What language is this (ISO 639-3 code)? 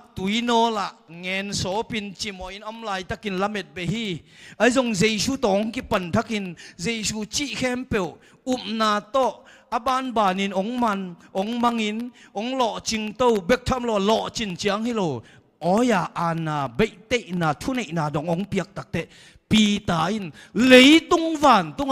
ctd